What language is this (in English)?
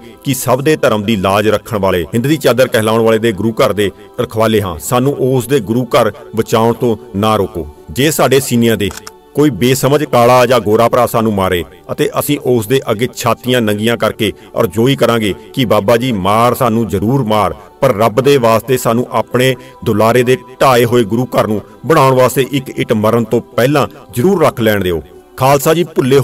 Punjabi